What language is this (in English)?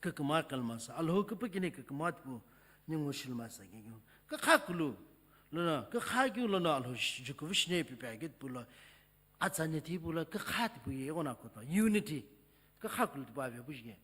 Sumi Naga